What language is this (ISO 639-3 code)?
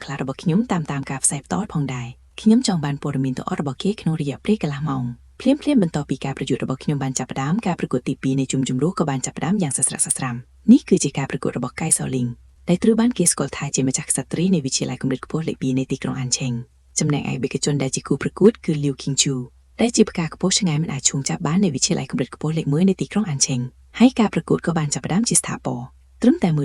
khm